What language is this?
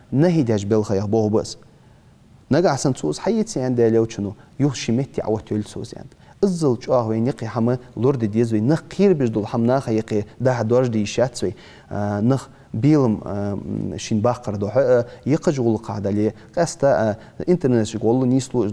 Ingush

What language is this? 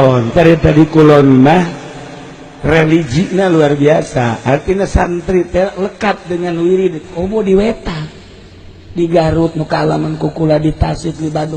Sundanese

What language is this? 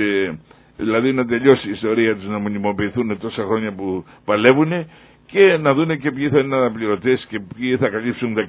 Greek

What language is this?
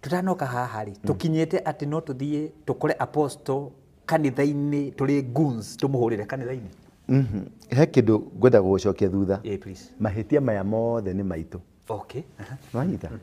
Kikuyu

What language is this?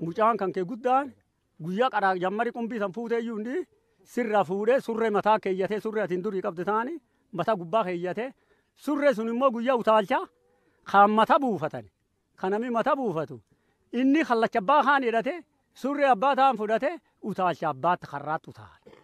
Oromo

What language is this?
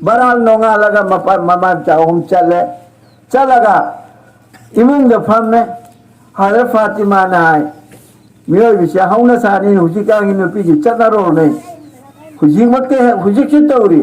Manipuri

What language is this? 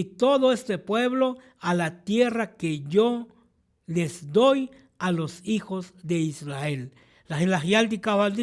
Tzotzil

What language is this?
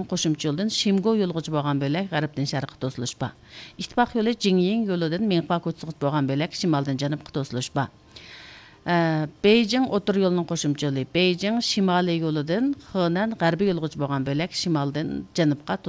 Uyghur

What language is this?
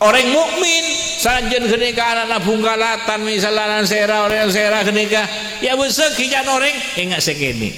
Madurese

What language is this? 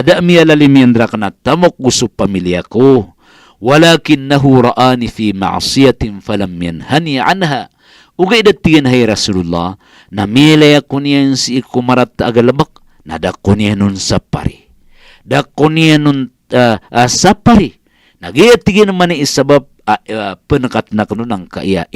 Maranao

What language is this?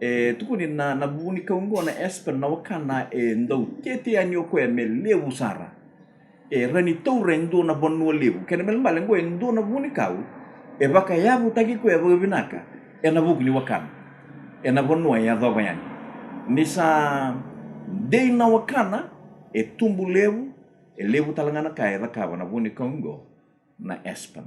Fijian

